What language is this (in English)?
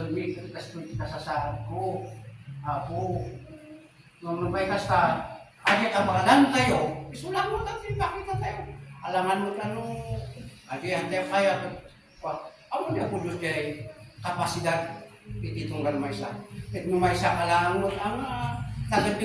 Iloko